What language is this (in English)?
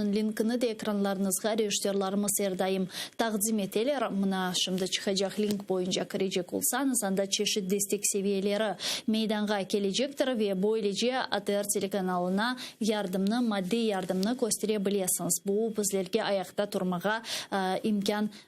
Crimean Tatar